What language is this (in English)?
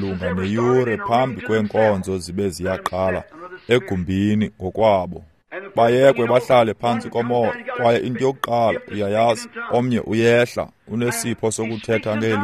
Xhosa